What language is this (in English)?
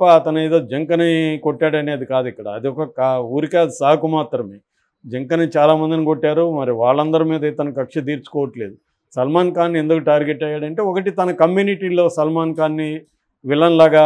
Telugu